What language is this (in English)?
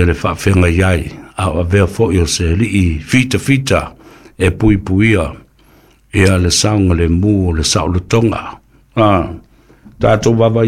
Samoan